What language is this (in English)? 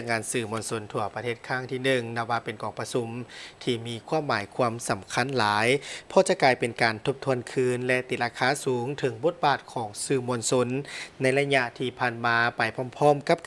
Lao